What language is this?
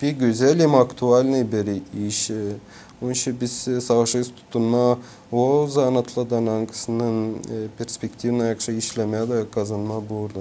Gagauz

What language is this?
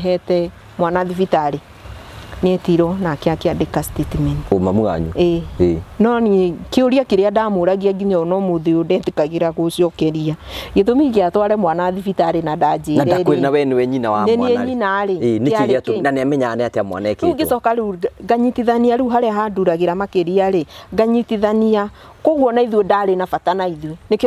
Kikuyu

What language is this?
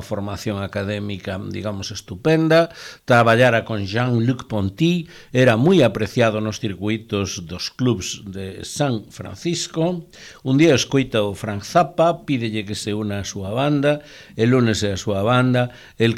Galician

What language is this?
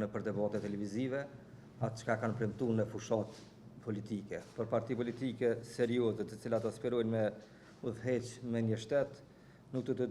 Albanian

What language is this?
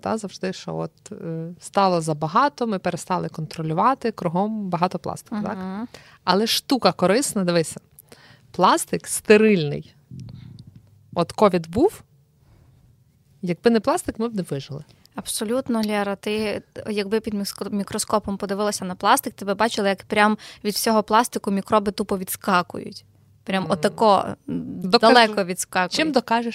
Ukrainian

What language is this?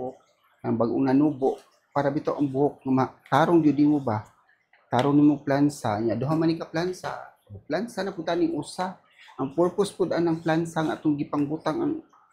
Cebuano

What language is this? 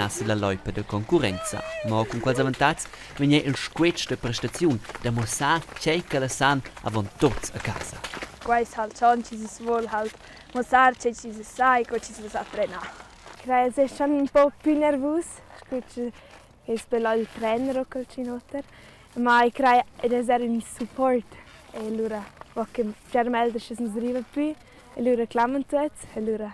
Romansh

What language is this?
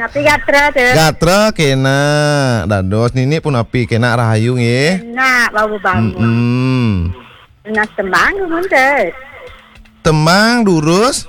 Balinese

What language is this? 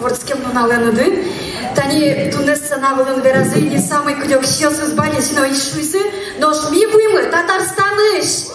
Udmurt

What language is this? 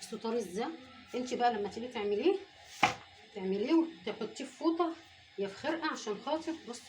Egyptian Arabic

